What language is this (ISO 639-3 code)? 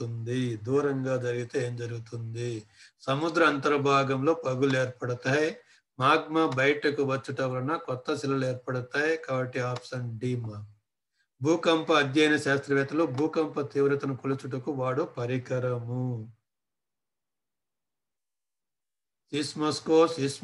tel